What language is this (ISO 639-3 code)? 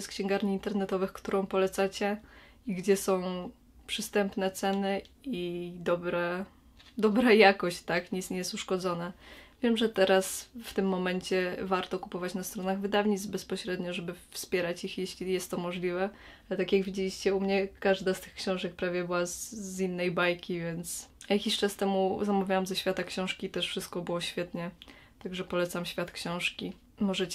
pol